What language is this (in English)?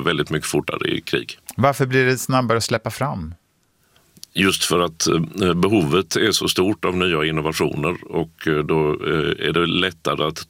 Swedish